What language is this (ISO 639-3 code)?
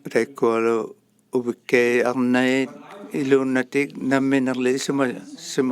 iku